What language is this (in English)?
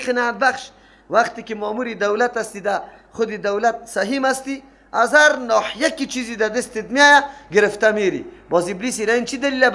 Persian